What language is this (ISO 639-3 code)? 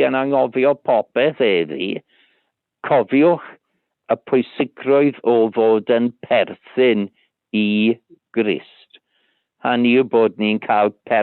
cym